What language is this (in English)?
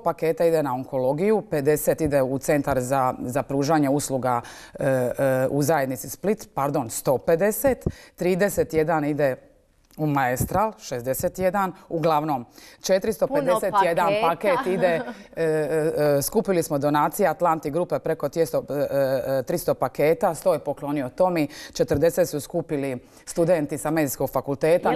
Croatian